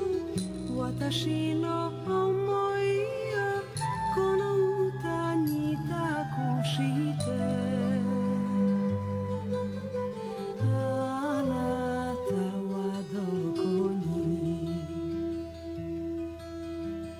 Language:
Serbian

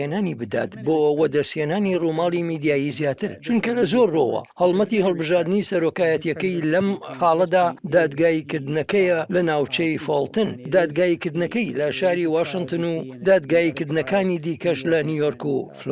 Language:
Central Kurdish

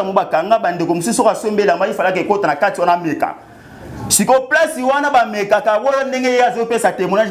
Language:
Lingala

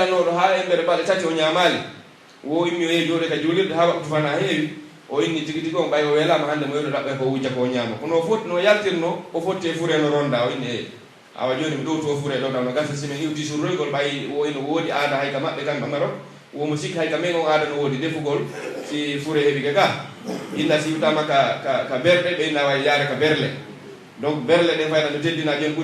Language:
Pular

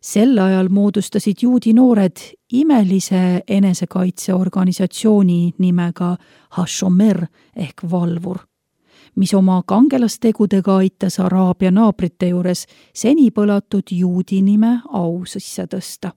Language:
Estonian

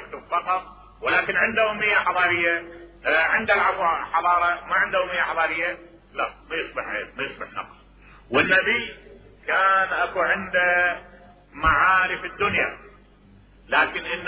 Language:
Mesopotamian Arabic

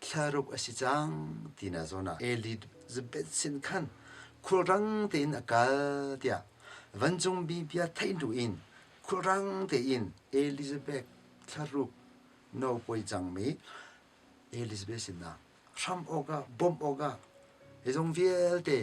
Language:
Hakha Chin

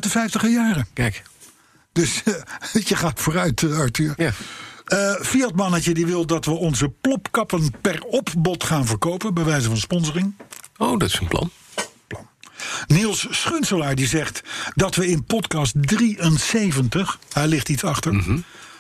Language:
Dutch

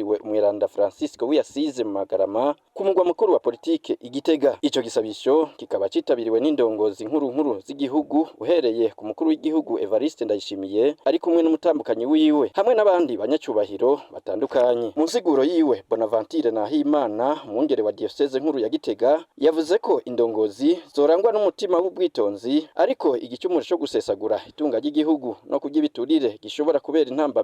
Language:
Rundi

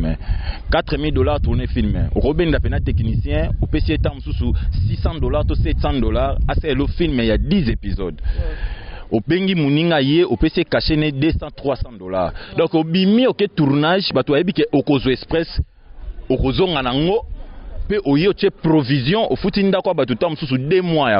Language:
Lingala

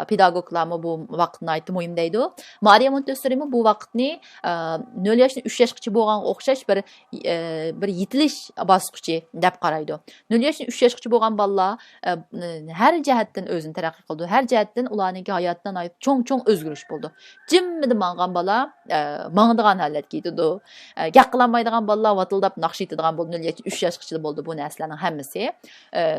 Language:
Uyghur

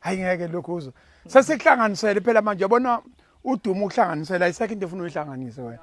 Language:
Zulu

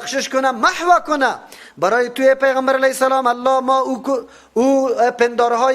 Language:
Persian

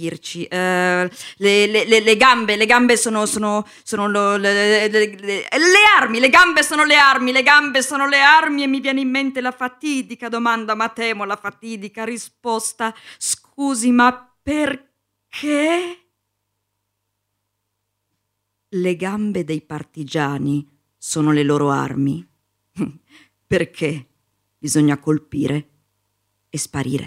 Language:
Italian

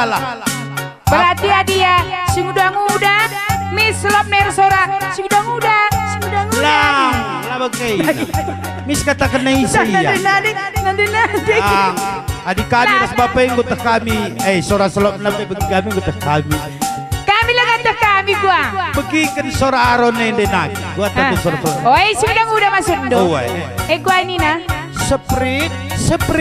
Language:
Batak Karo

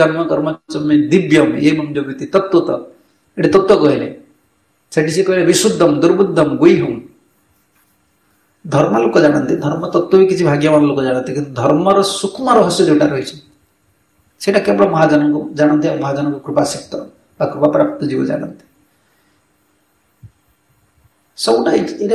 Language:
Odia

